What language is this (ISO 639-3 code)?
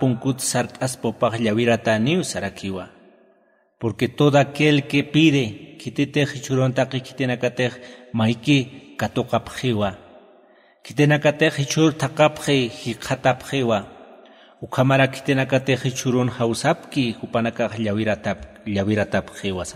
aym